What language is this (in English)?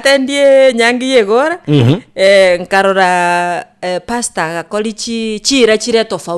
Gusii